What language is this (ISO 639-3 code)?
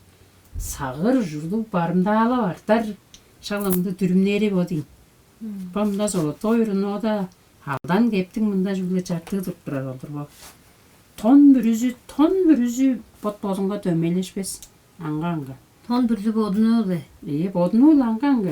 tyv